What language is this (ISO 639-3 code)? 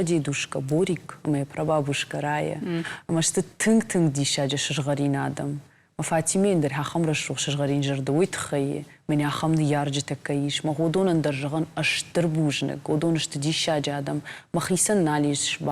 oss